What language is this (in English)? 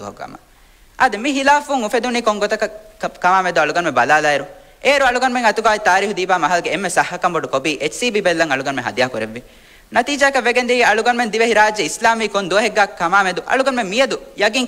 Divehi